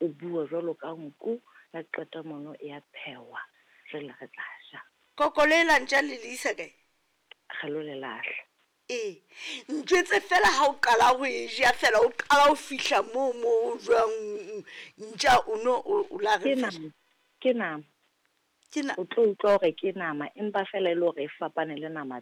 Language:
Southern Sotho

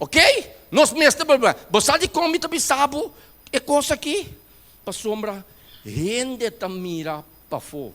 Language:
Papiamento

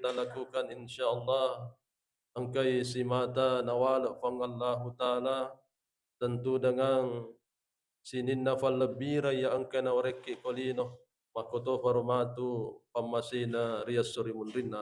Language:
Buginese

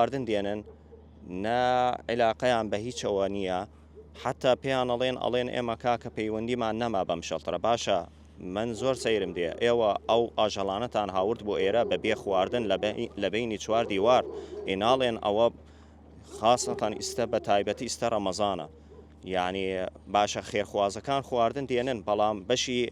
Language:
Central Kurdish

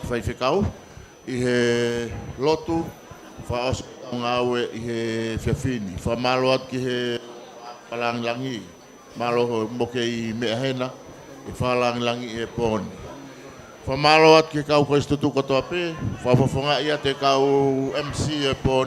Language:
Tongan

